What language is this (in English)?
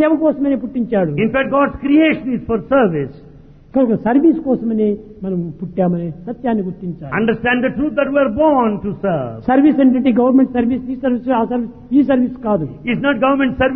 Telugu